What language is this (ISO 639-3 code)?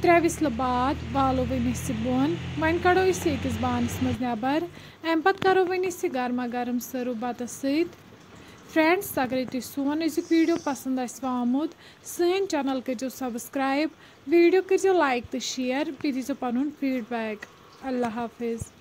kas